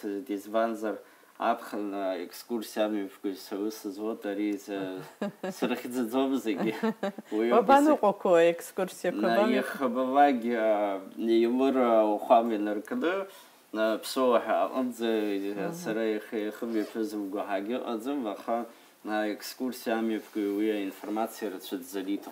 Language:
Abkhazian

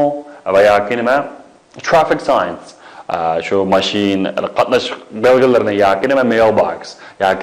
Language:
Uyghur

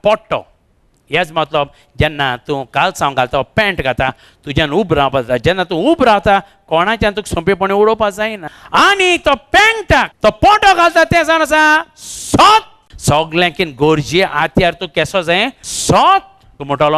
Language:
Konkani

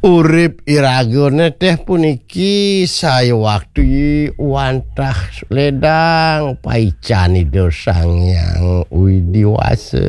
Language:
Balinese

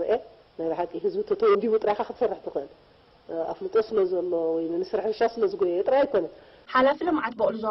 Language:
Tigrinya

